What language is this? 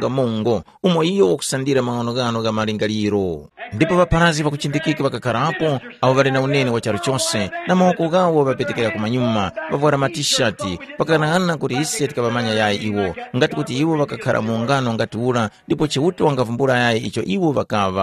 Tumbuka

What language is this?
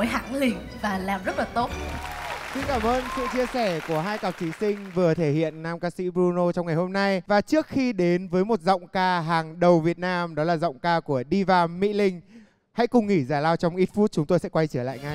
Vietnamese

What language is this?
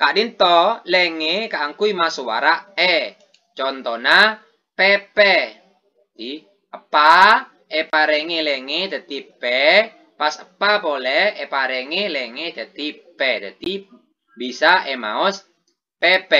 Madurese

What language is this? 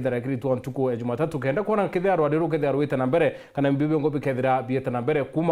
Meru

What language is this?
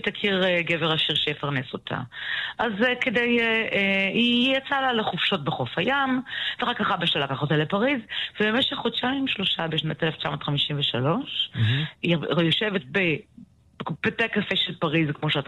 Hebrew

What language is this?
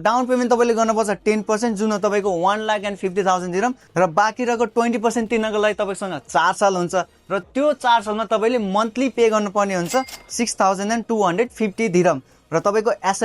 Nepali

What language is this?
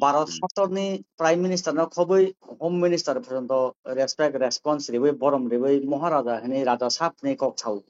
Kok Borok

